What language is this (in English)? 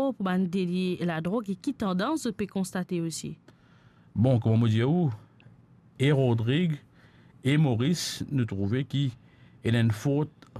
Morisyen